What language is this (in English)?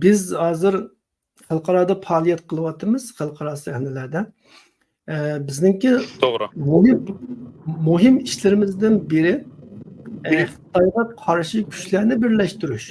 Uyghur